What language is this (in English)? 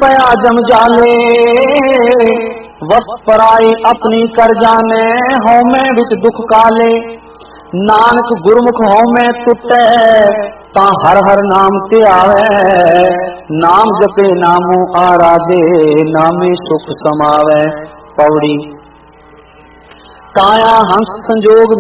Punjabi